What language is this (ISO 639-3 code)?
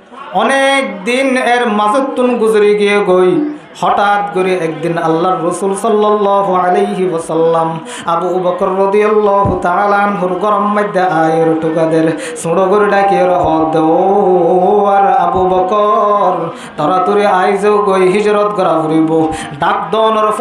rhg